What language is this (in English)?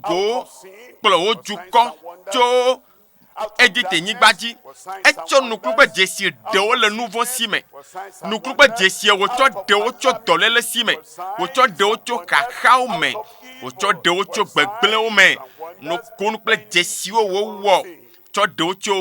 Ewe